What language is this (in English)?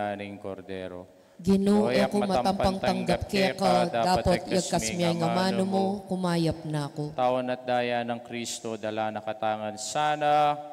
Pampanga